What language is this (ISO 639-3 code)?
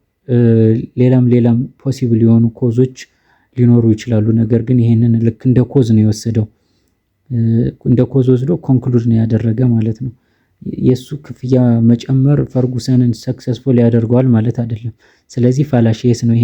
amh